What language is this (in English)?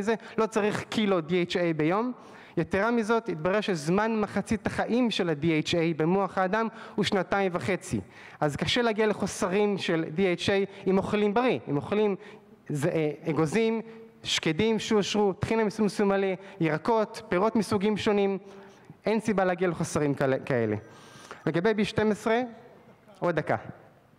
Hebrew